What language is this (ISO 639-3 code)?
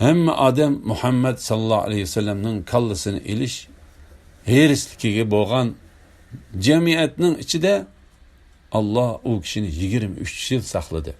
uig